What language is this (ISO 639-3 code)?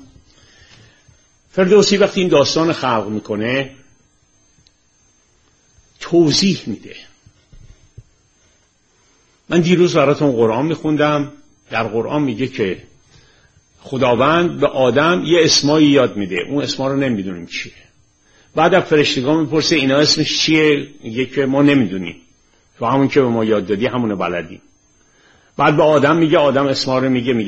fas